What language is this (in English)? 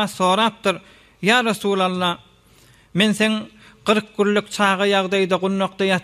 Turkmen